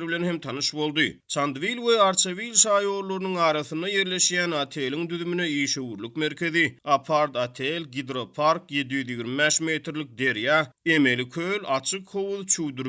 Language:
Turkmen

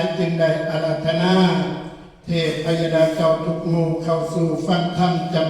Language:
Northeastern Thai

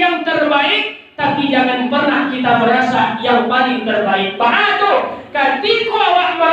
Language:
Minangkabau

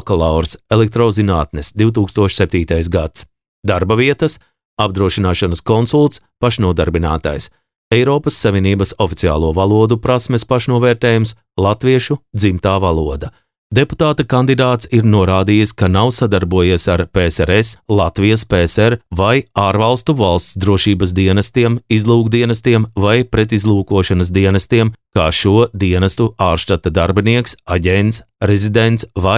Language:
Latvian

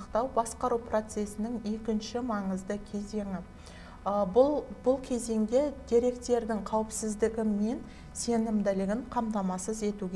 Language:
Kazakh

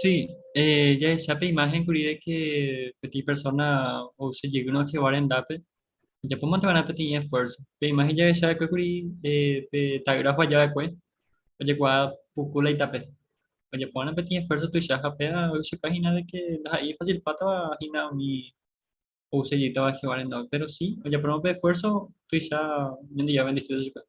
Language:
Guarani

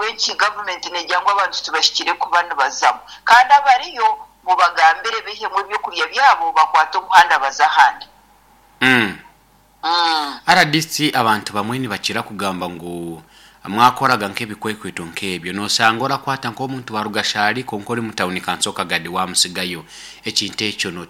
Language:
Nyoro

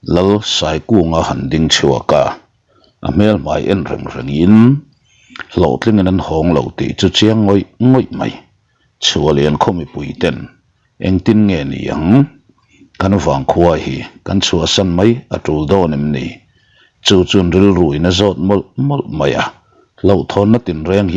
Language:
Mizo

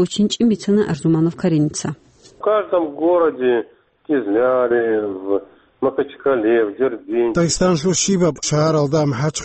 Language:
Avaric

